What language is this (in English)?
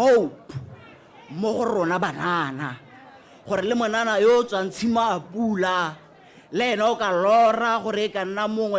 Tswana